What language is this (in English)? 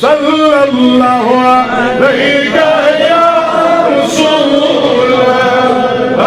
Kashmiri